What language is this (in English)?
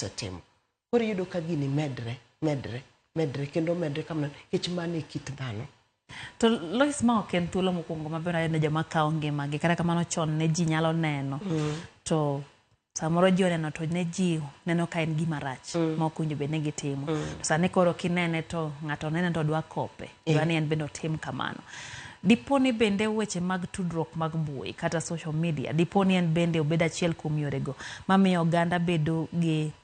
Luo (Kenya and Tanzania)